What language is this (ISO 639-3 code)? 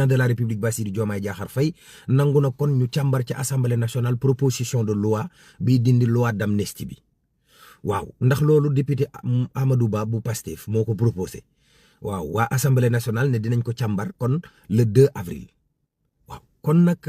wol